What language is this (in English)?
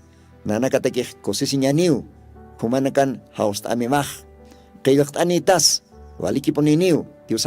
Aymara